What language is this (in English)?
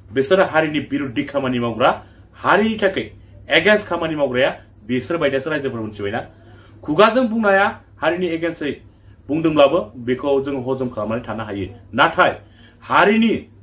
Bodo